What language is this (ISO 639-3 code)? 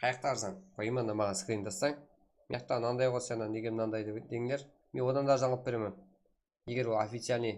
kaa